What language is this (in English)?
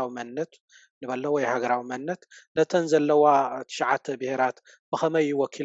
Tigrinya